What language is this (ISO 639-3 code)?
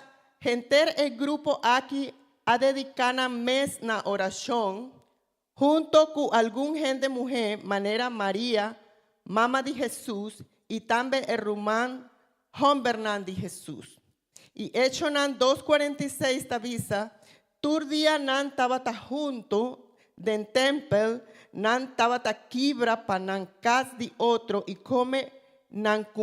pap